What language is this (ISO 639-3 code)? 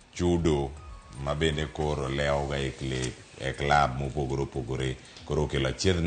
luo